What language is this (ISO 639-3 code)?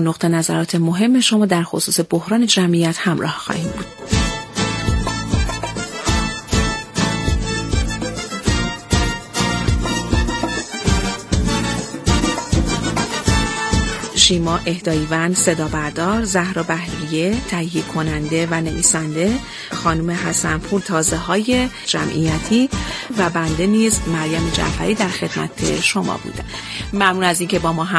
fas